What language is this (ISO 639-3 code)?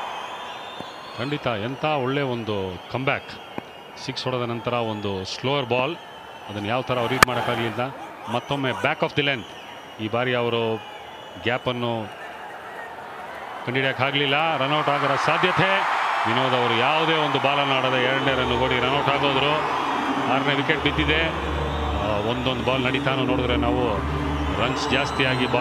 kan